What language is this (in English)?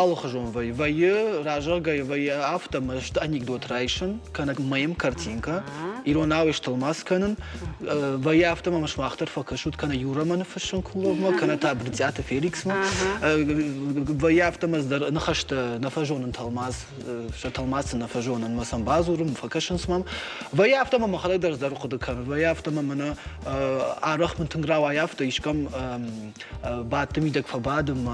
Ossetic